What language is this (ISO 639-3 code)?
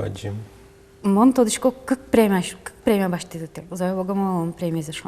udm